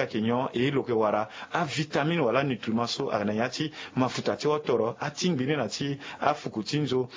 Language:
Sango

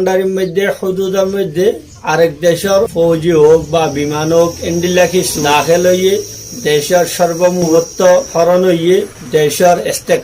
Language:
Rohingya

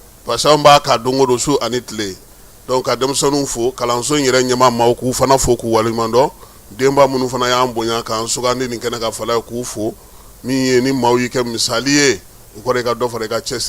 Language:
Bambara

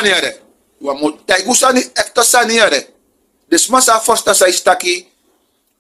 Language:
Sranan Tongo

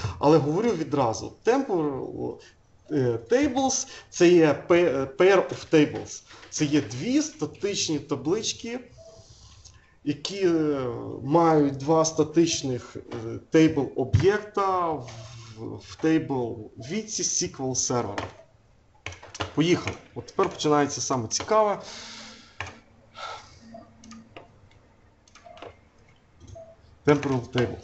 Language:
Ukrainian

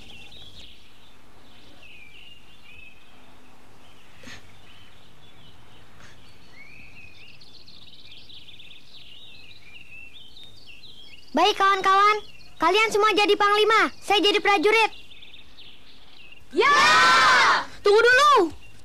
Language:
Indonesian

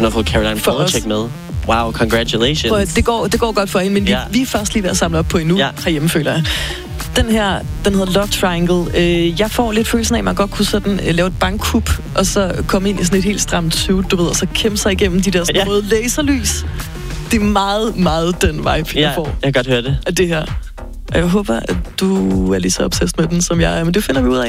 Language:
Danish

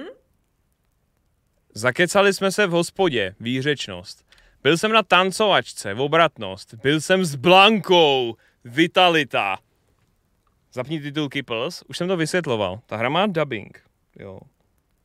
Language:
Czech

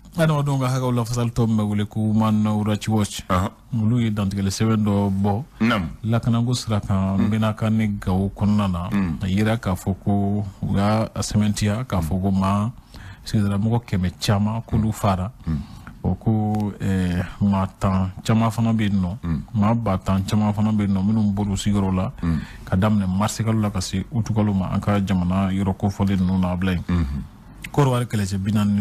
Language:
Bambara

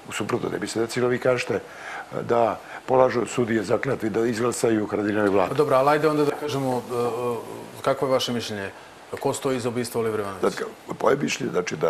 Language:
Serbian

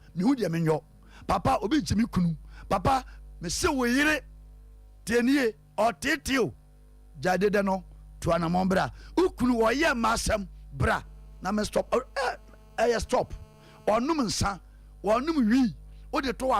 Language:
Akan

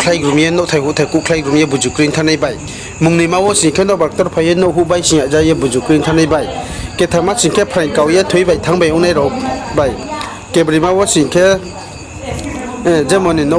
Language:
Riang (India)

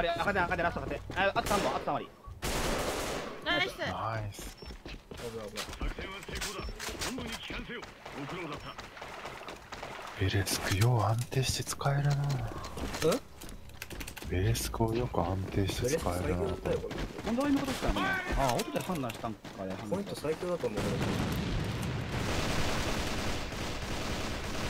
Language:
Japanese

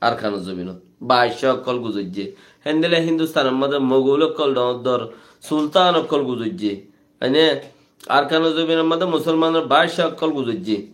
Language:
Rohingya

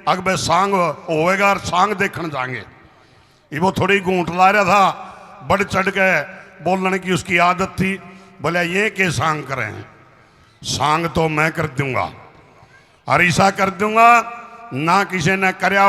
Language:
Haryanvi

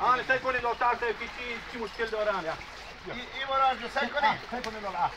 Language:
Hazaragi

